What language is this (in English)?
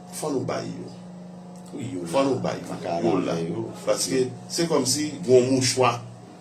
Haitian Creole